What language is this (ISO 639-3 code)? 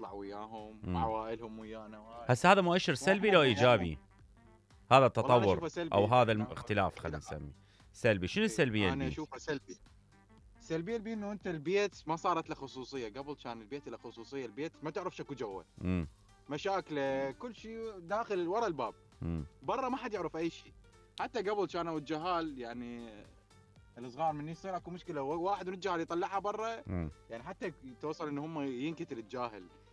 acm